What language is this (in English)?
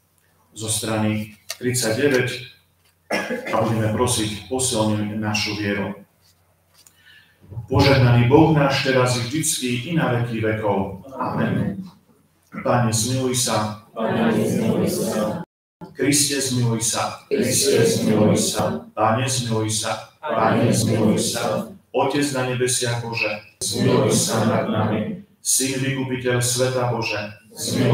Slovak